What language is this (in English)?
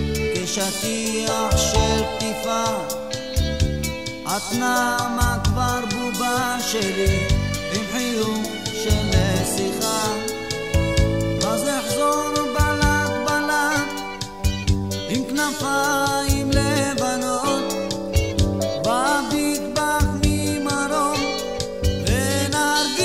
Hebrew